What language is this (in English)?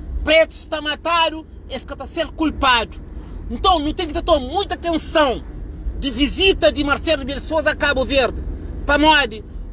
Kabuverdianu